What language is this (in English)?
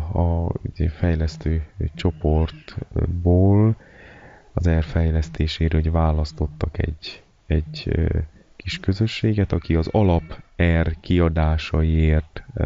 Hungarian